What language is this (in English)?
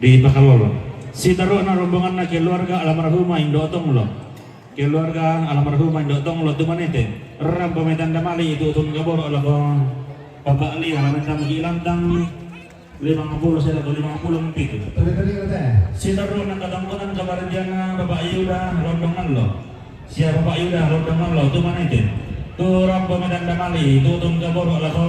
Toraja-Sa'dan